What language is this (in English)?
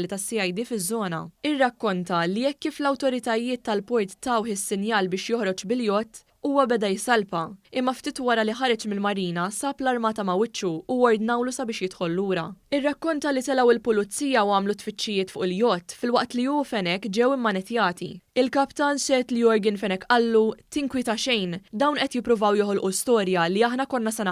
Maltese